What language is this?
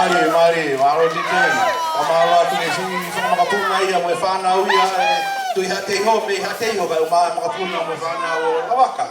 Tongan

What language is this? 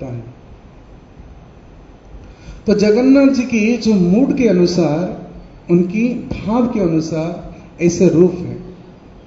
Hindi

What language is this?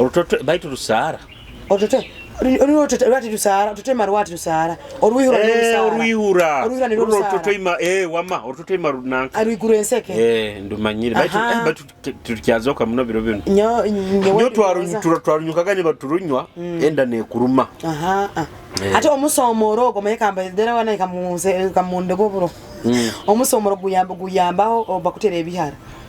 Nyoro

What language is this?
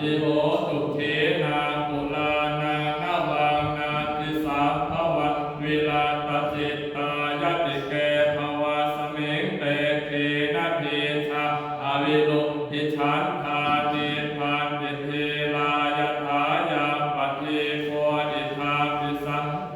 Pali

